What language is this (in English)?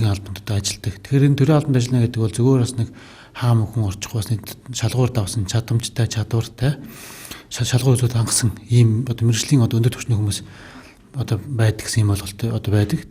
Mongolian